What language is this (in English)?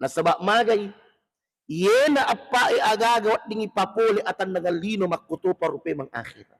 Buginese